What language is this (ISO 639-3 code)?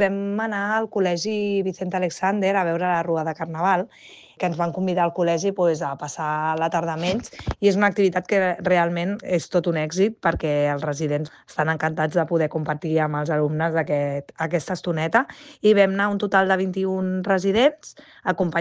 cat